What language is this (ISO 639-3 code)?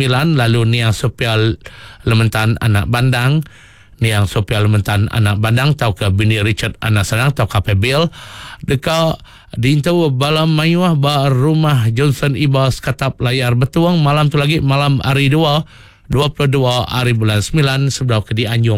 iba